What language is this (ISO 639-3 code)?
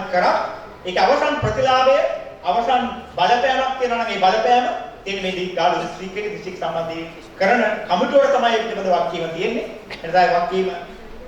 sin